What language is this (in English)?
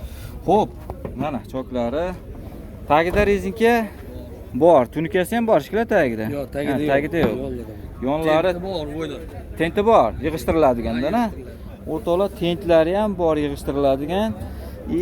Uzbek